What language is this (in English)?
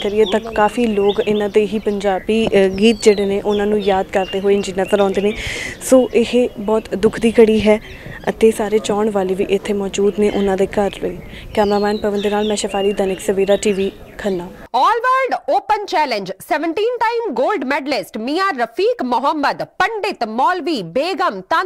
Punjabi